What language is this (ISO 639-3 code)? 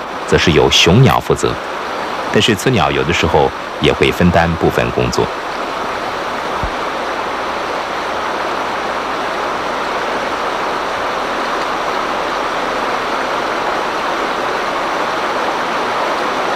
zho